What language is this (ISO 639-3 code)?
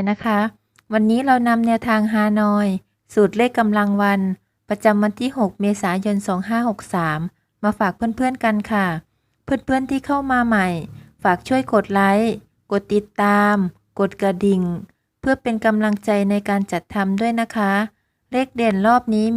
tha